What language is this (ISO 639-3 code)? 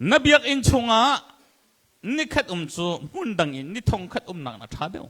cnh